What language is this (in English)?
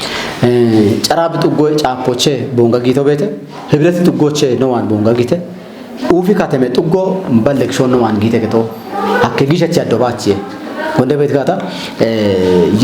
Kafa